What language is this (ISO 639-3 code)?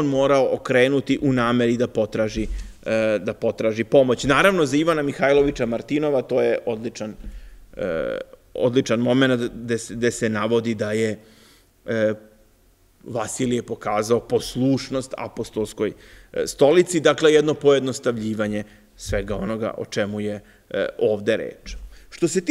srp